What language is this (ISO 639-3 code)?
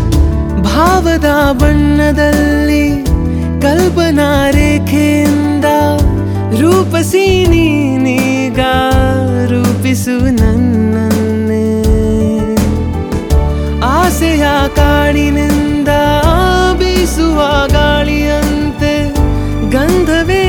kan